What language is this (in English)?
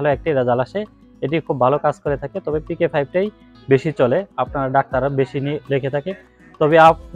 Bangla